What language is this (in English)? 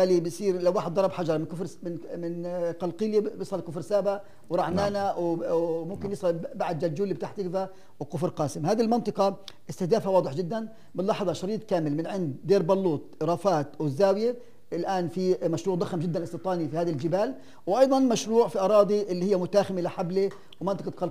North Levantine Arabic